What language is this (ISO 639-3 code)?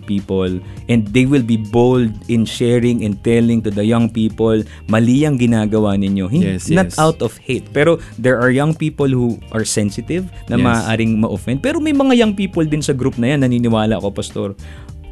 fil